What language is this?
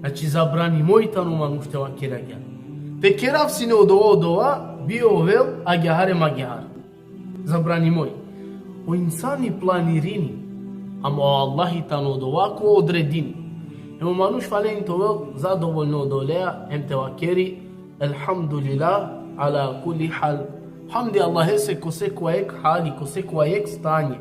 Balkan Romani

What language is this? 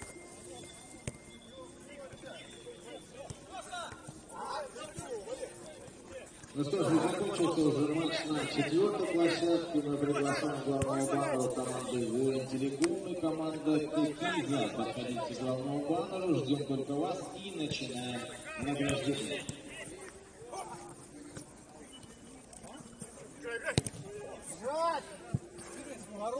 Russian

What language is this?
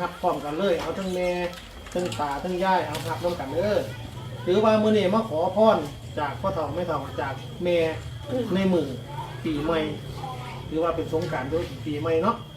Northeastern Thai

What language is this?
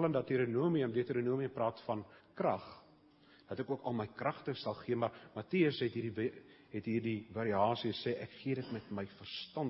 Afrikaans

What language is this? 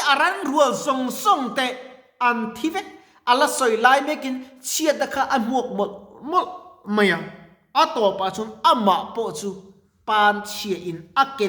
Mizo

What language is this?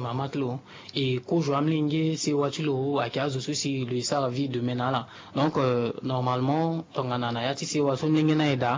Sango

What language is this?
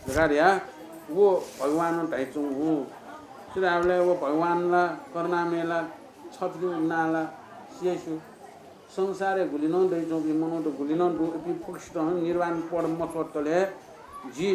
Newari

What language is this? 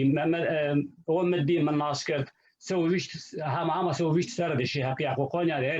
Zaza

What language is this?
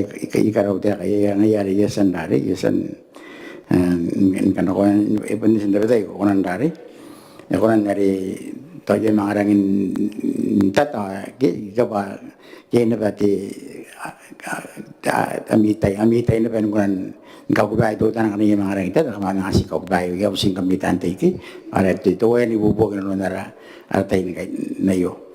Gilbertese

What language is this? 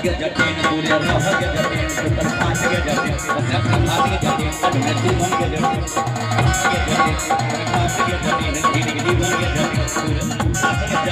Maithili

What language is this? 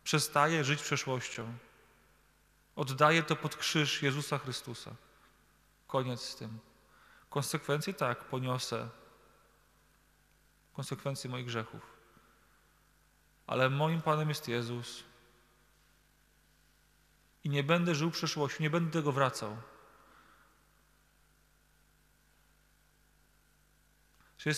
Polish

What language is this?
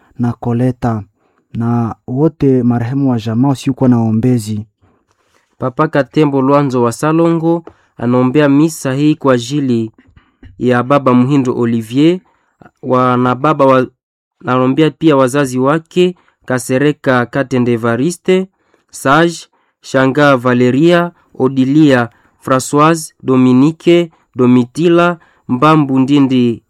Swahili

